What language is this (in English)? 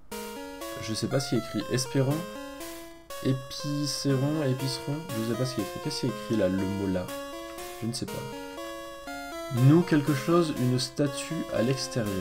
French